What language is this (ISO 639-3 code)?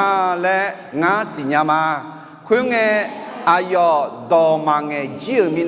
ahk